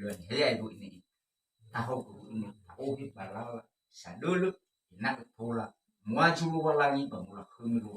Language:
Nias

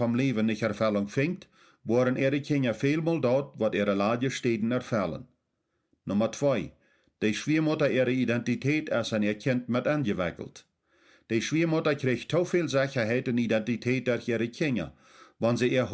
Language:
Plautdietsch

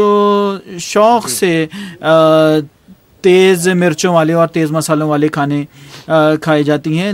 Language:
Urdu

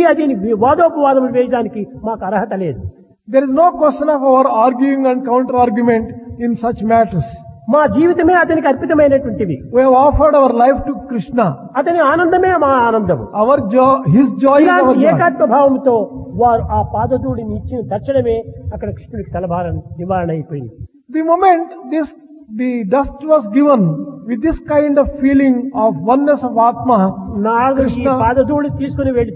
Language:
Telugu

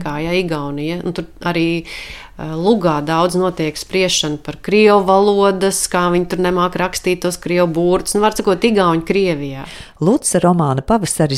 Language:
Latvian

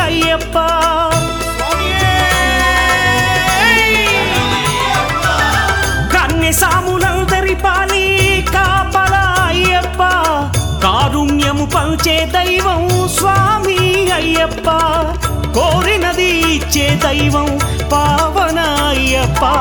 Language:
Telugu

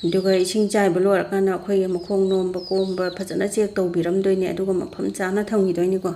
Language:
Manipuri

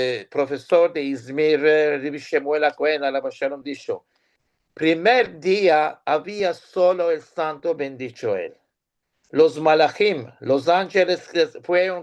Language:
Ladino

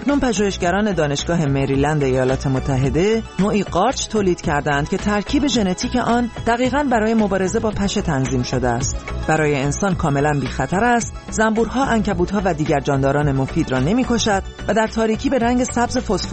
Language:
Persian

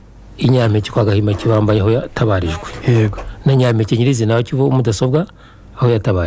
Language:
Kinyarwanda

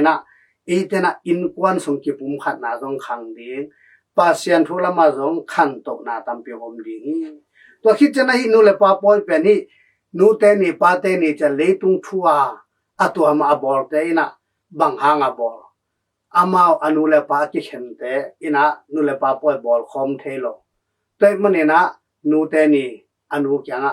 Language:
Tedim Chin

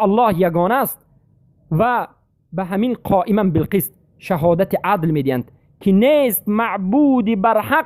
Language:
Persian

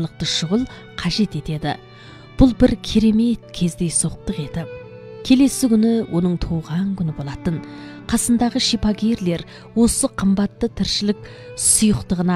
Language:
Kazakh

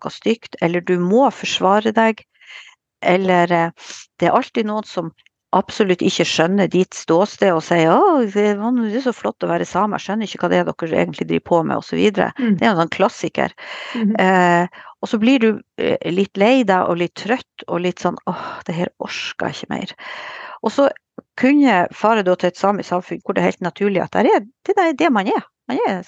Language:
Norwegian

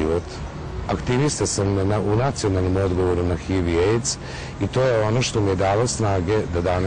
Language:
Serbian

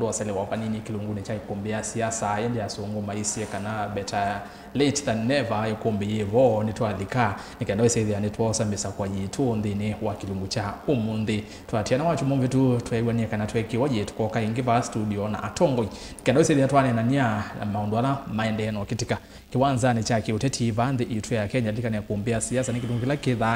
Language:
Kamba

